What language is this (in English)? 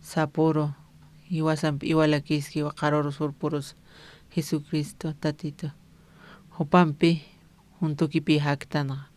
Aymara